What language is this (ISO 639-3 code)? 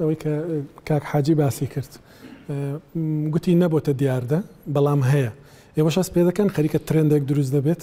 ckb